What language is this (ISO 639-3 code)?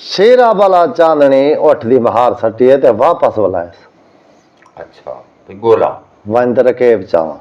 skr